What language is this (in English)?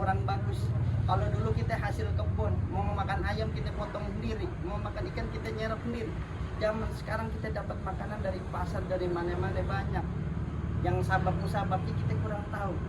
Betawi